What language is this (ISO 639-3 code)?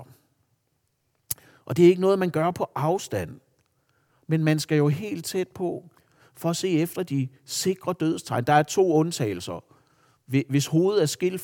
dan